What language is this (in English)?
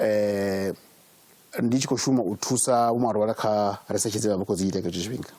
Venda